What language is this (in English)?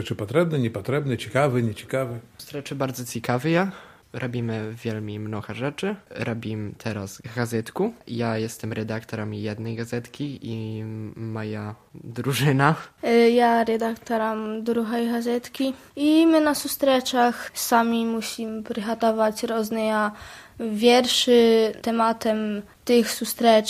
Belarusian